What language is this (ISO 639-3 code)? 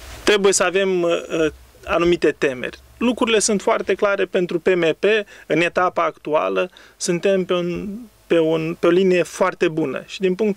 ron